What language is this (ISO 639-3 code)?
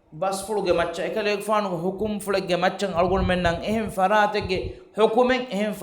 div